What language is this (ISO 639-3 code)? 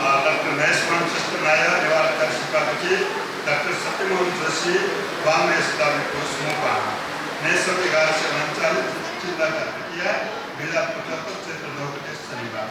new